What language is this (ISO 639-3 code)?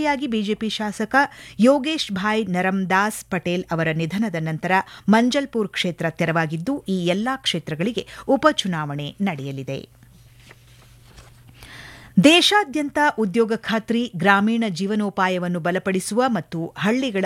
kan